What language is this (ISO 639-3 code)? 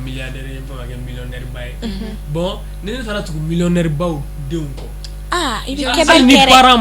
bam